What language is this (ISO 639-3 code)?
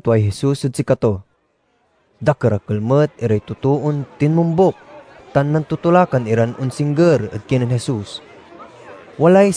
pag